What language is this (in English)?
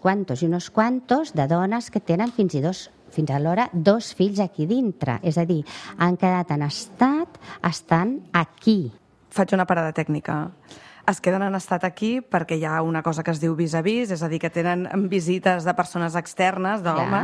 Catalan